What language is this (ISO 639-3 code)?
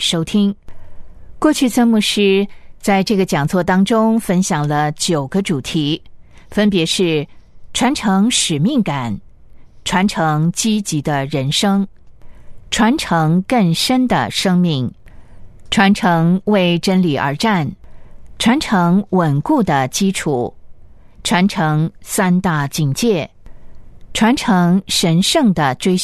zho